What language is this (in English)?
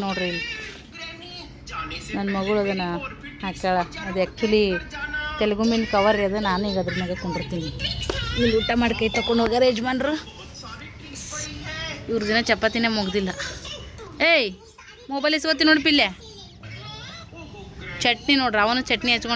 Kannada